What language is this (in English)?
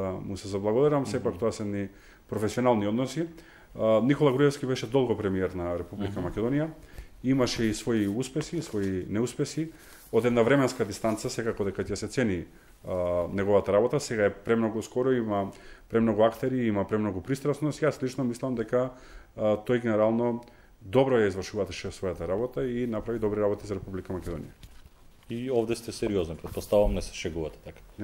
Macedonian